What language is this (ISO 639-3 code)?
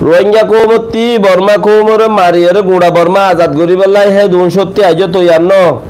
rhg